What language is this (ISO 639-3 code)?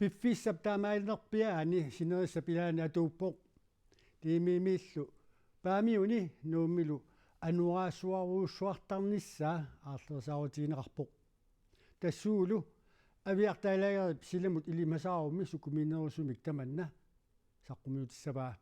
kal